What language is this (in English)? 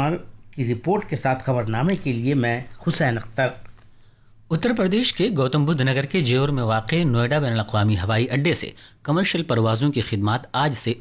Urdu